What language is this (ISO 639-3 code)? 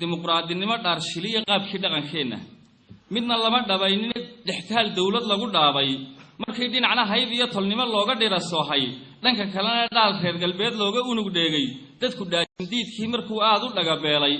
som